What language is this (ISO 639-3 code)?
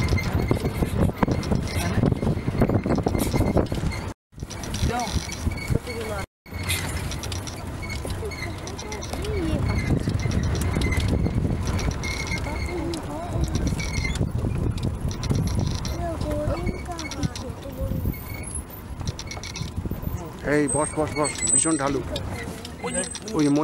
ben